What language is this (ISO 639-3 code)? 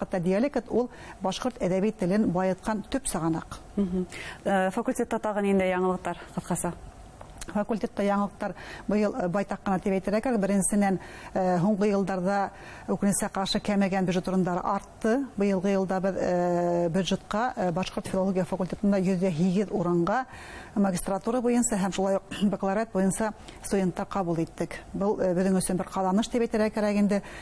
bak